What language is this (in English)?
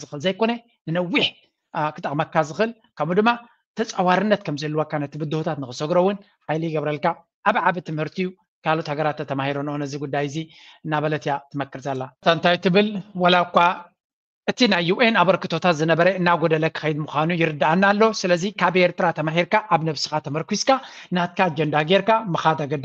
Tigrinya